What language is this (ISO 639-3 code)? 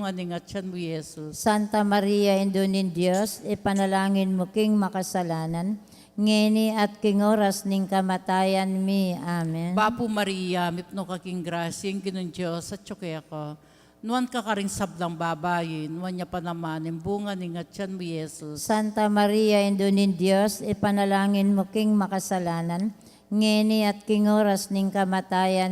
pam